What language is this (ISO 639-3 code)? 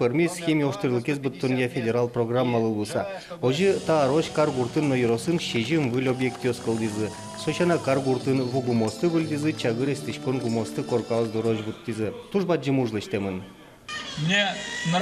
udm